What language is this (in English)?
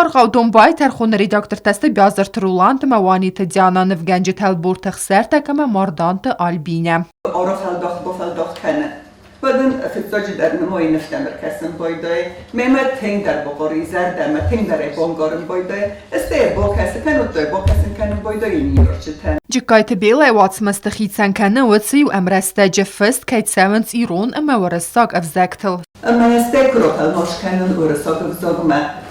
Ossetic